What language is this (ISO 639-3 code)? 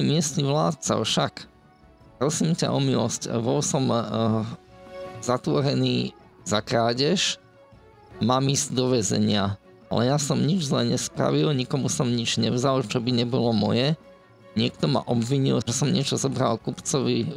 slk